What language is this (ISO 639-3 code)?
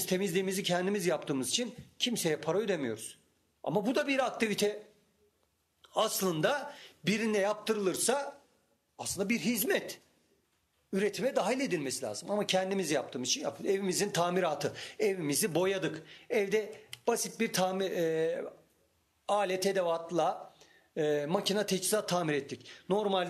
tur